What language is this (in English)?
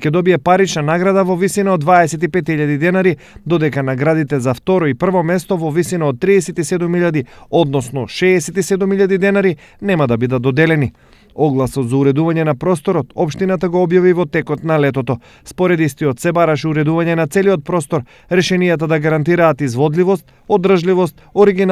Macedonian